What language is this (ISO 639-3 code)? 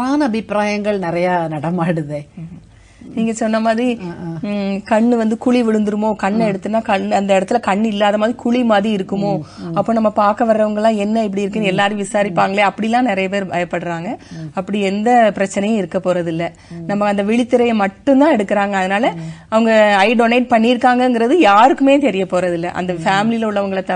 tam